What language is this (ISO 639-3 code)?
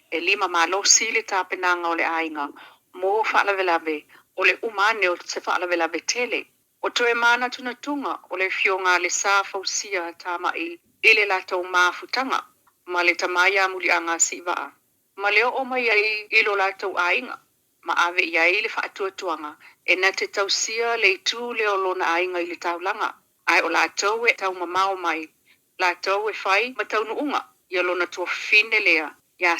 smo